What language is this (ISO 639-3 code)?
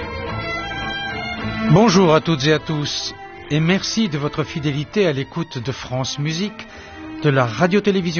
fra